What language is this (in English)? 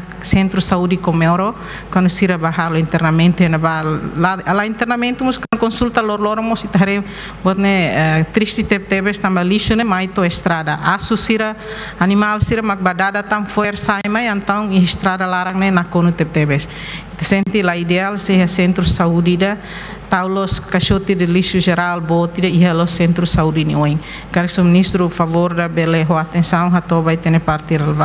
Tetum